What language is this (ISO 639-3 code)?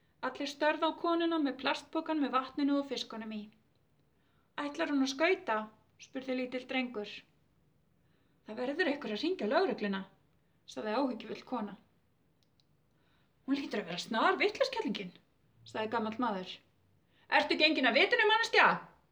isl